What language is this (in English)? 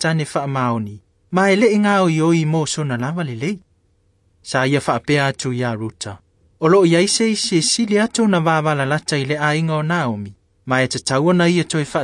Samoan